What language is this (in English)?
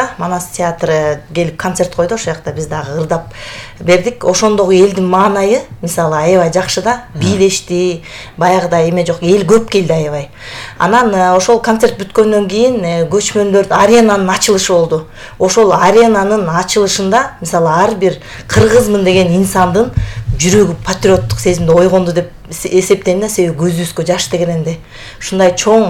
Kyrgyz